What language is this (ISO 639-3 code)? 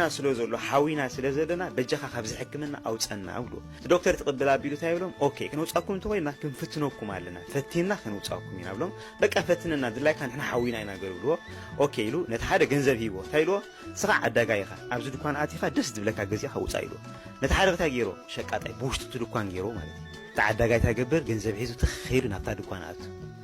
tir